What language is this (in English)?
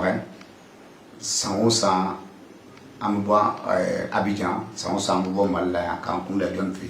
Bambara